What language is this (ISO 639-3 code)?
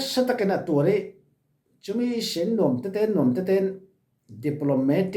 cfm